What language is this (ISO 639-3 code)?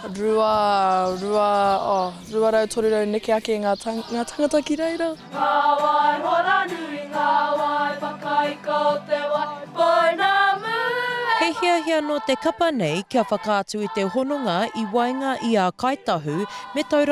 mri